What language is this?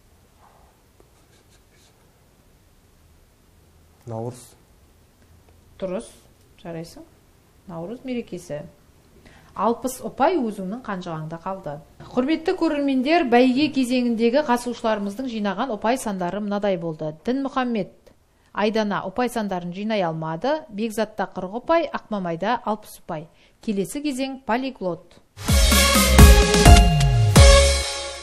Kazakh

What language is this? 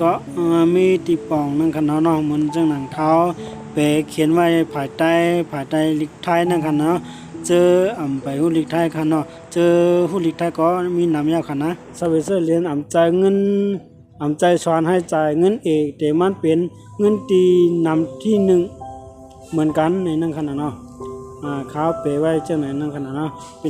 Shan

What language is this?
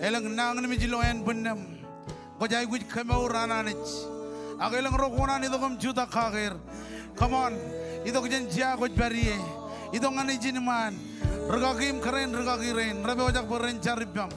Marshallese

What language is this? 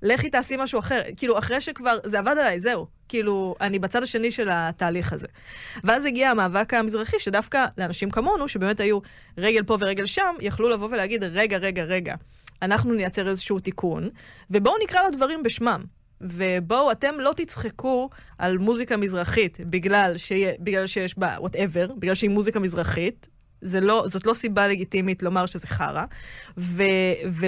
Hebrew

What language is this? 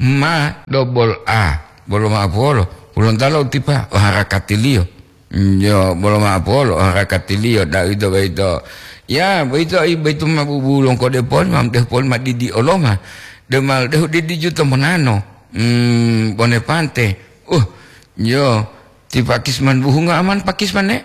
Gorontalo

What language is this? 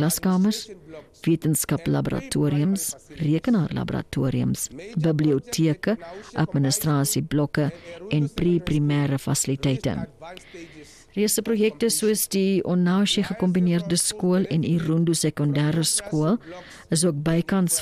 Afrikaans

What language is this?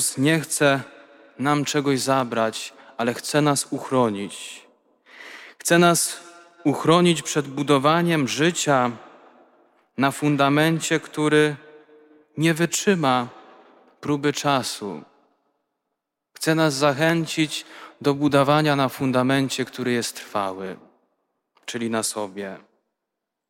Polish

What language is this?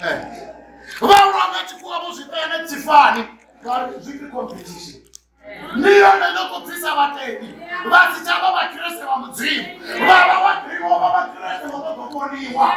Venda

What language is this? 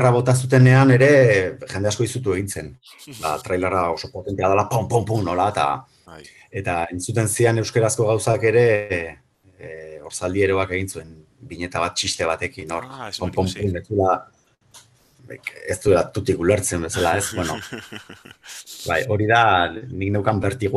Basque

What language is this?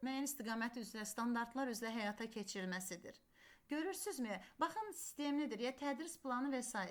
Azerbaijani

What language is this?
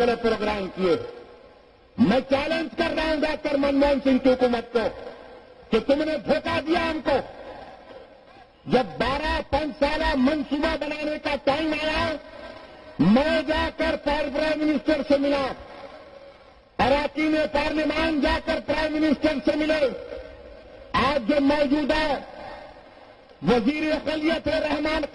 Urdu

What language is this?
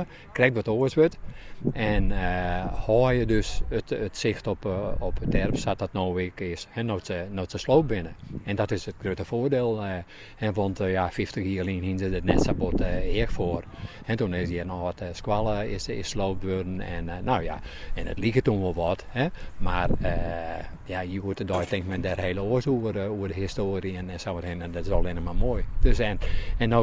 Western Frisian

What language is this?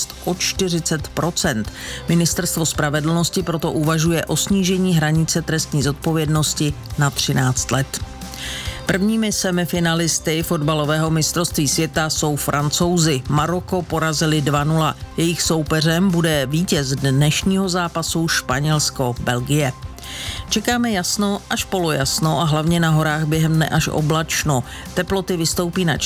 Czech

